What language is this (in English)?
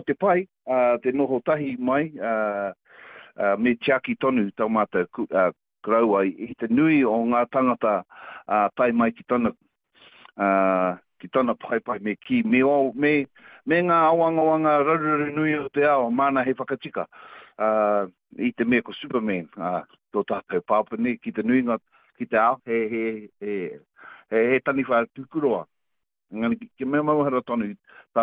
Māori